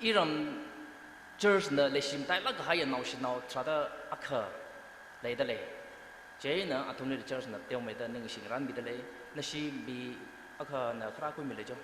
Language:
Tangkhul Naga (India)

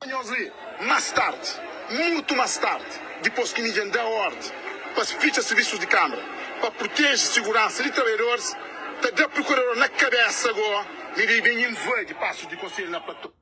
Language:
Kabuverdianu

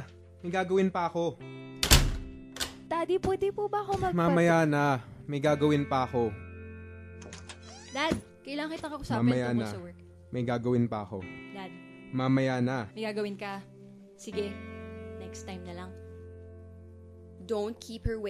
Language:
Filipino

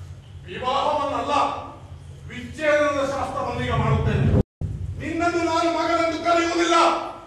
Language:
Kannada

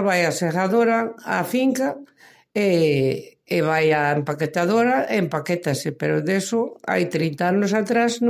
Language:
Galician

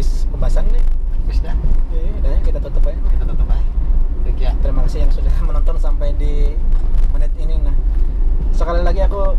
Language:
Banjar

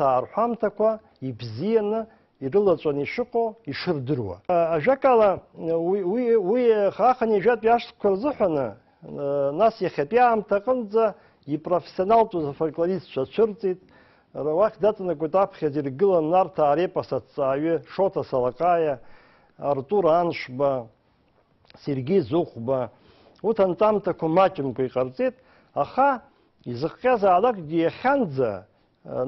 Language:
Abkhazian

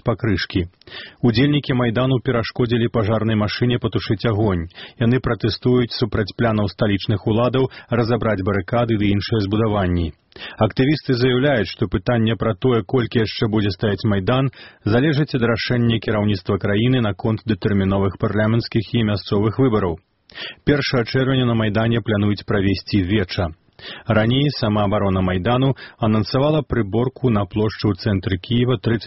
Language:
Belarusian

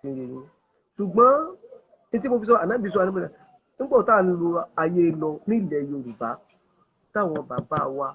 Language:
Yoruba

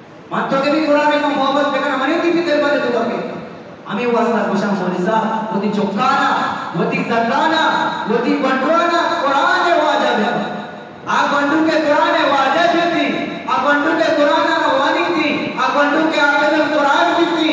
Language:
Eastern Balochi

